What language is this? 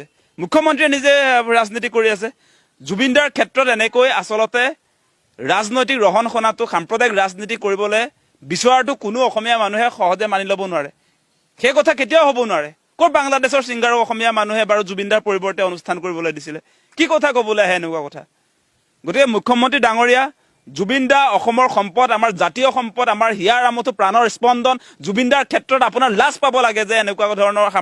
Assamese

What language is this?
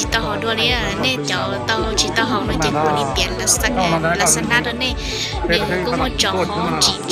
Hmong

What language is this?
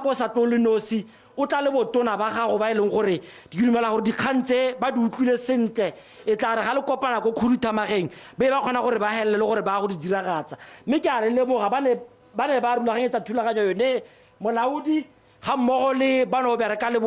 Tswana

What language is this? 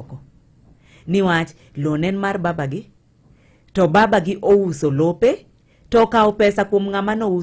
Luo (Kenya and Tanzania)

